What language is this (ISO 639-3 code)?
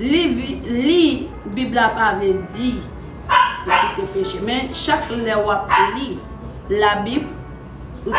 hat